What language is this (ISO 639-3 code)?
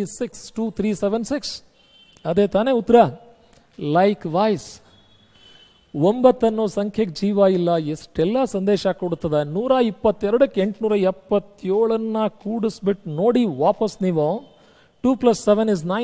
kan